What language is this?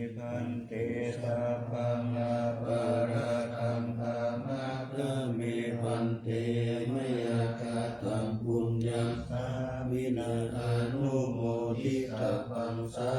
Pali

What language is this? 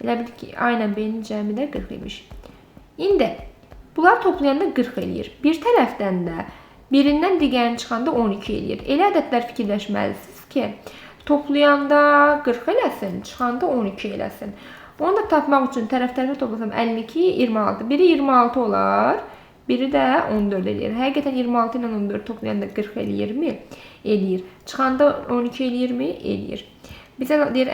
Azerbaijani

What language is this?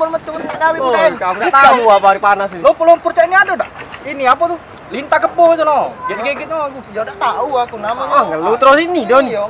Musi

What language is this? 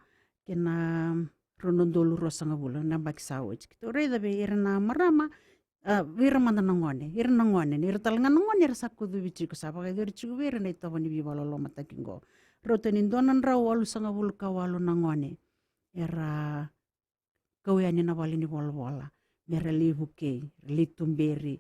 Fijian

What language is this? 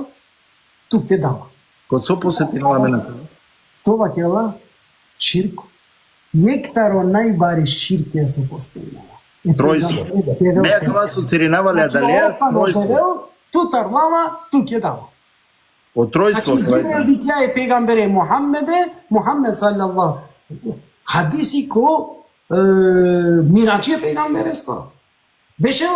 Balkan Romani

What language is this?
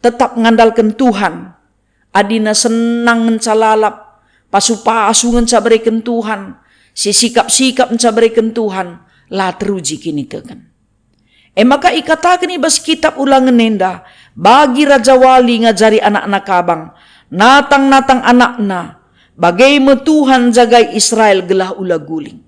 Batak Karo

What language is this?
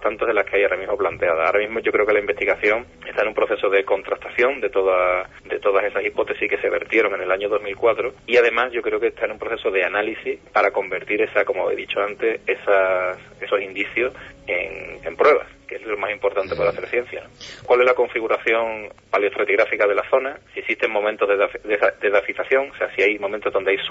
Spanish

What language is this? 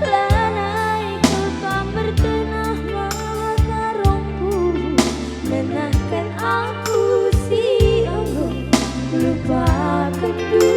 Batak Karo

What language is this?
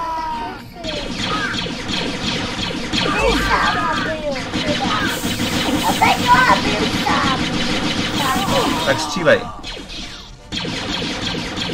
Czech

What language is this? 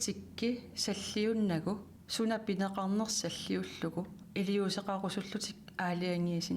Kalaallisut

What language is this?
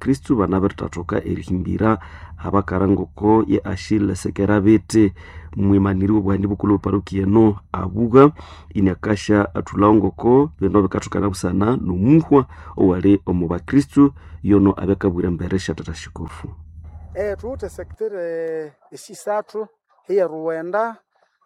Nande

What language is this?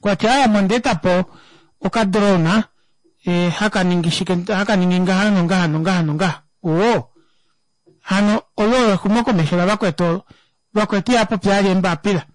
Kuanyama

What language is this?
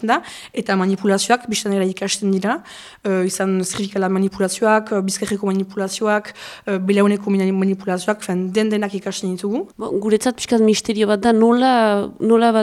Basque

